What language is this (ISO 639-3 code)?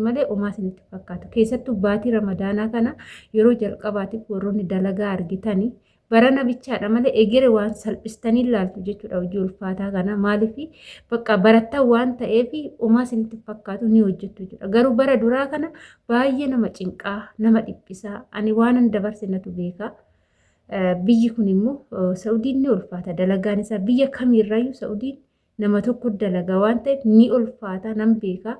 orm